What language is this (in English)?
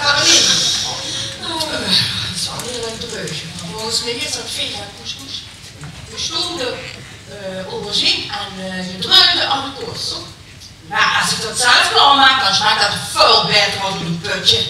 Limburgish